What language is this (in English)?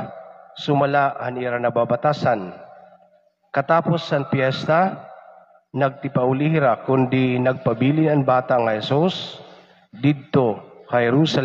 Waray